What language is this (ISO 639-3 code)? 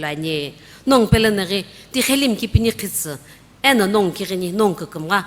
nsm